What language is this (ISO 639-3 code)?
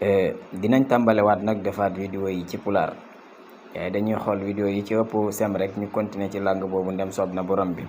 wol